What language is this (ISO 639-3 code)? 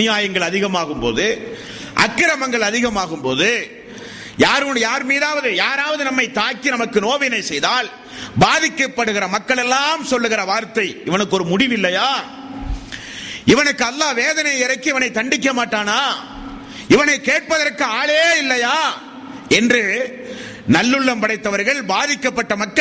tam